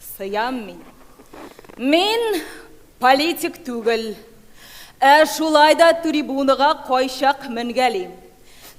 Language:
Tatar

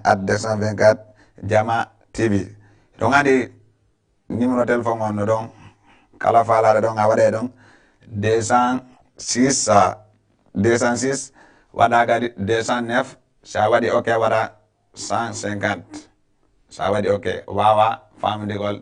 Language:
Fula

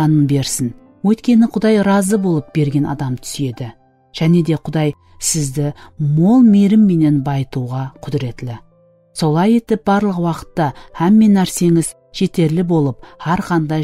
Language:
Kara-Kalpak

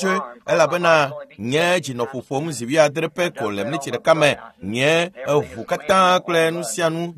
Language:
Ewe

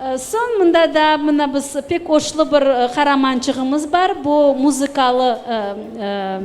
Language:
Crimean Tatar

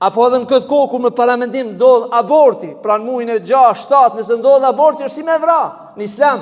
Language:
Albanian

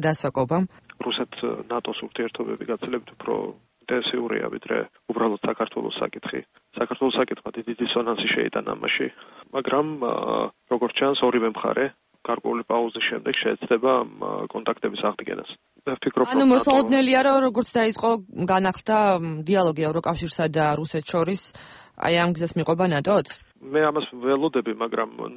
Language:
Georgian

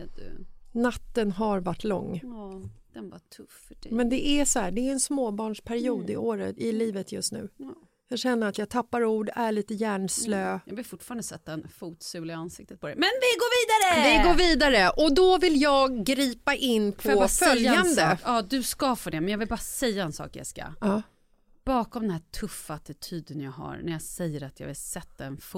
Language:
Swedish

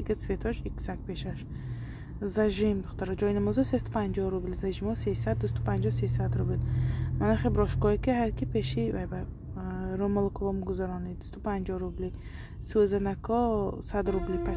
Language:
Tajik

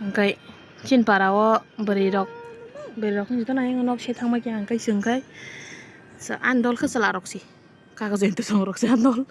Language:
Kok Borok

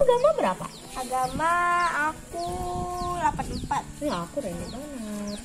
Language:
Banjar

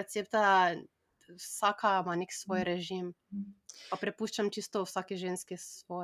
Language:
Slovenian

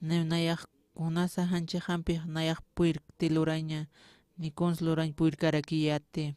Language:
Aymara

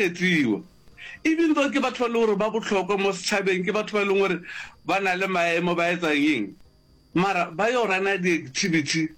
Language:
Northern Sotho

